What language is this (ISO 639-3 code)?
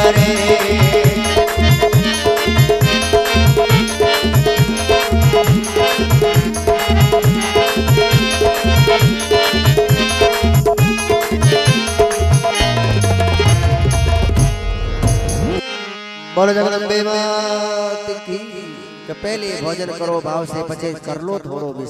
hin